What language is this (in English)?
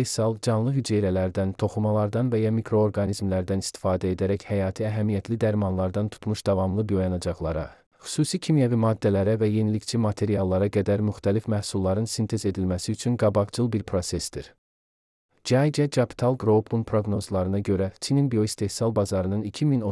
Azerbaijani